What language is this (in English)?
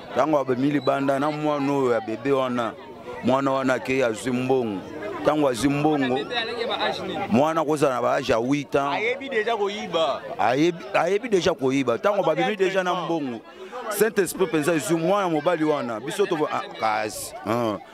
Lingala